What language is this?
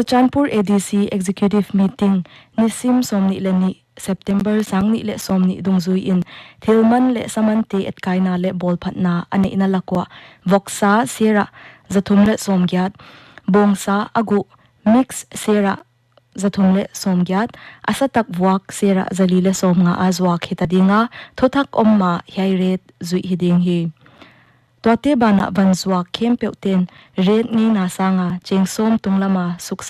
Paite Chin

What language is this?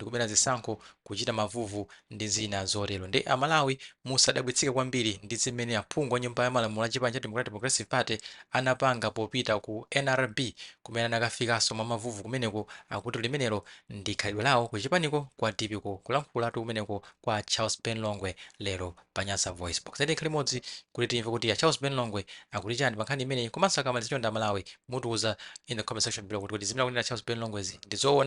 Nyanja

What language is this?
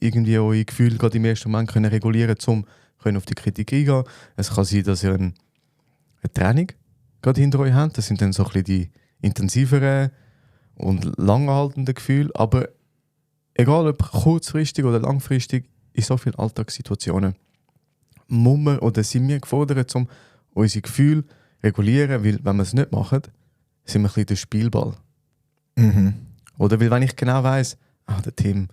Swiss German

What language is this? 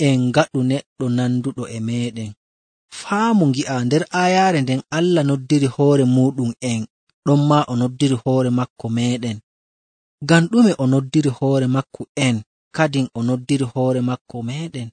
Nigerian Fulfulde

